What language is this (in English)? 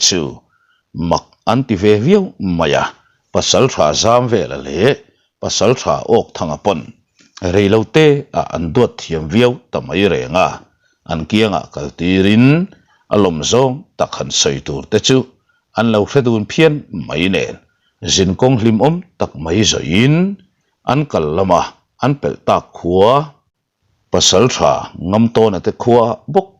Mizo